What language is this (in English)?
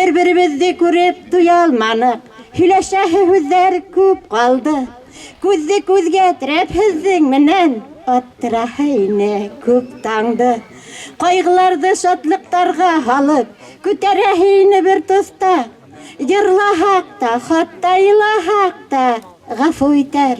Bashkir